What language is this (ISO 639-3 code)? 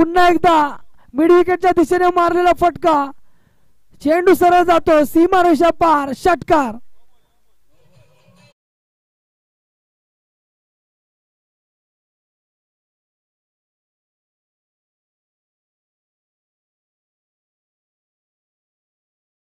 mar